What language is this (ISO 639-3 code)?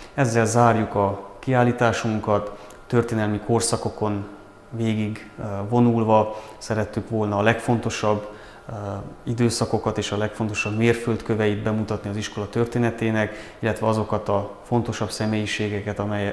hun